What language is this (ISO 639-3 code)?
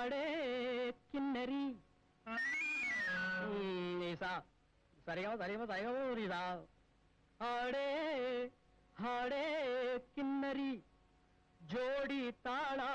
kan